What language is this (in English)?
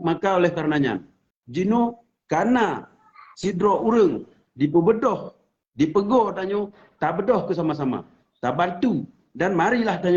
Achinese